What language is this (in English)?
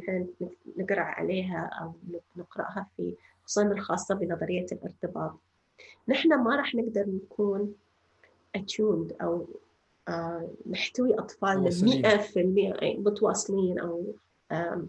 North Levantine Arabic